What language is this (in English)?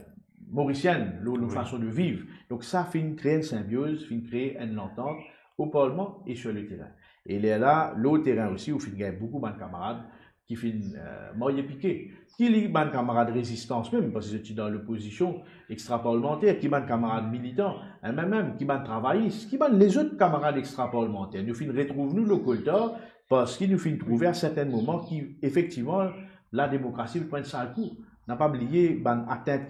Morisyen